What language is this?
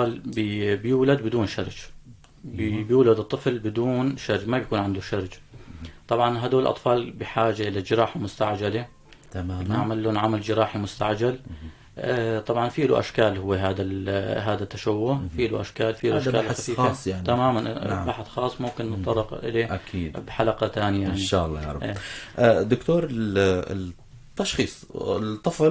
North Levantine Arabic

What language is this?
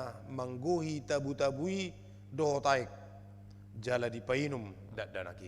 Batak Toba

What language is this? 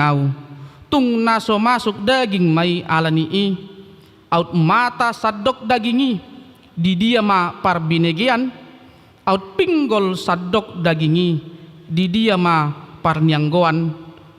Batak Toba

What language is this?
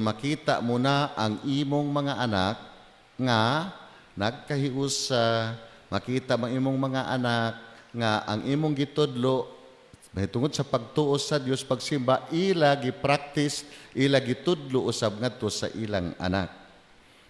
Cebuano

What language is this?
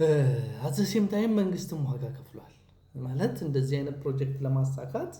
Amharic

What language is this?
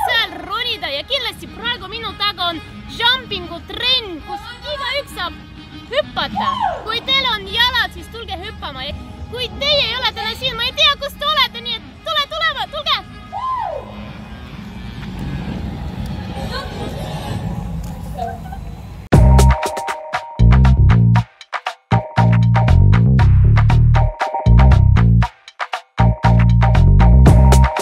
Estonian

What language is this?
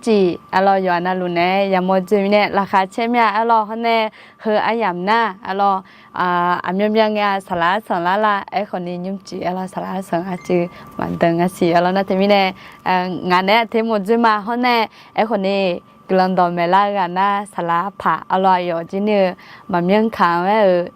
Akha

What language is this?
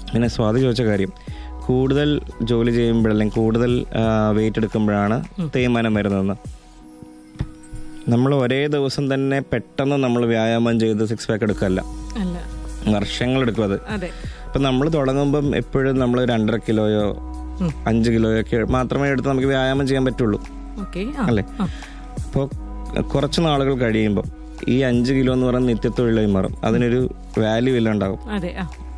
Malayalam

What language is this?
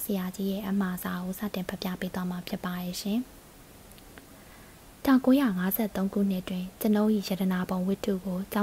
Burmese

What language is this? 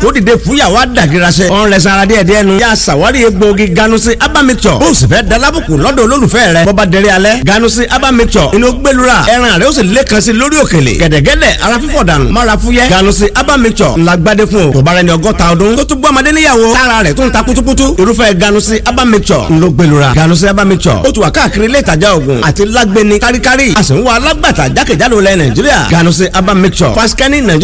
Yoruba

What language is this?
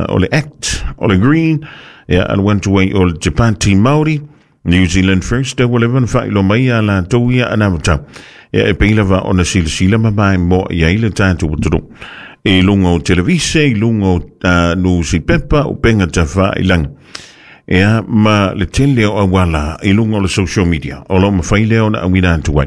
Samoan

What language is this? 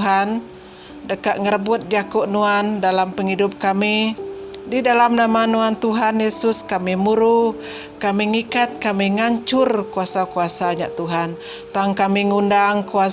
Iban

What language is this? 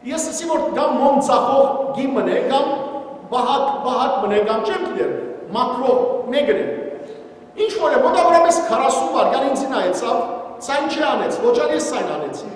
Western Armenian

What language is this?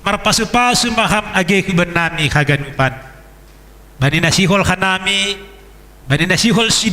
Batak Simalungun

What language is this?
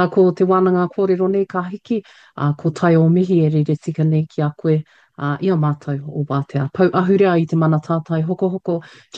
Māori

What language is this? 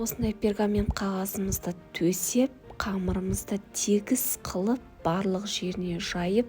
Kazakh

